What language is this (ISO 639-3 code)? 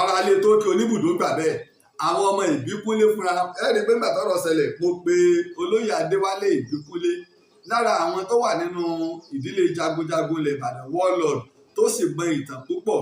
yor